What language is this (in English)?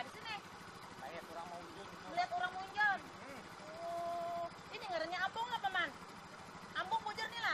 Banjar